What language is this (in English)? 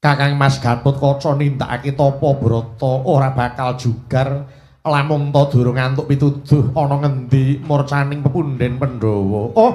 Javanese